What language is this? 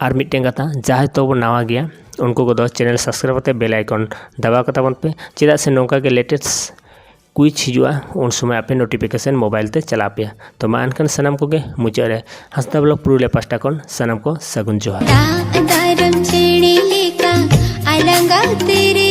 Santali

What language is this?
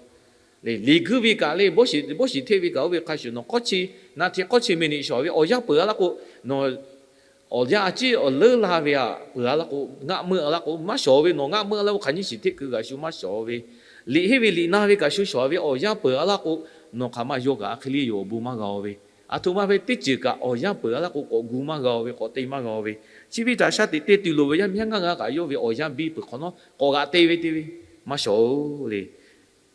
Lahu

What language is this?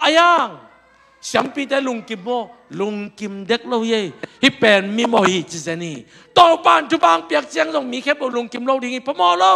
Tedim Chin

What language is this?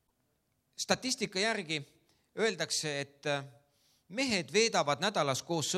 Estonian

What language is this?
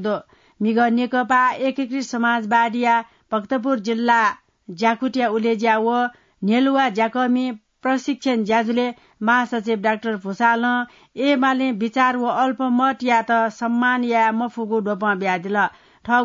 Newari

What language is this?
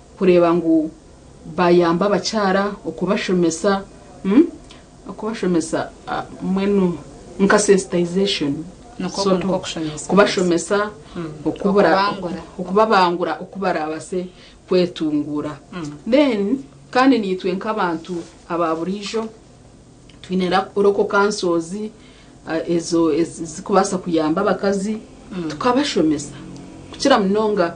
Nyankole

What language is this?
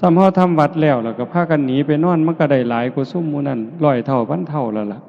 Northeastern Thai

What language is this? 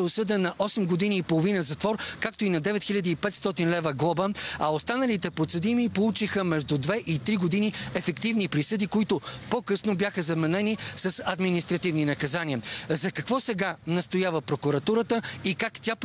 Bulgarian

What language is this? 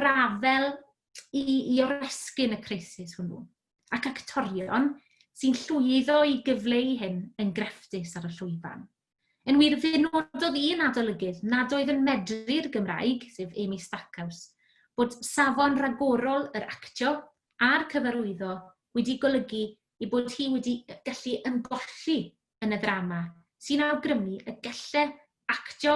Welsh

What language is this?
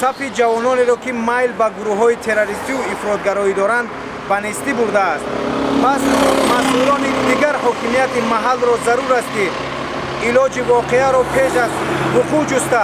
Tajik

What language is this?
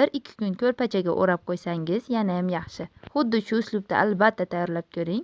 Uzbek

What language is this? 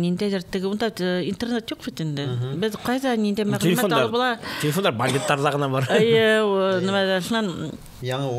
Bashkir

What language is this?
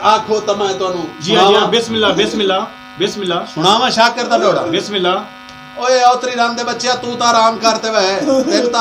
Saraiki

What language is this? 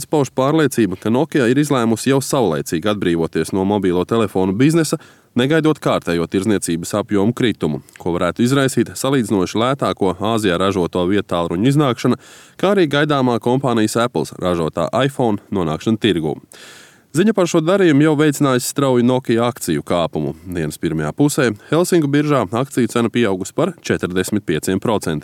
Latvian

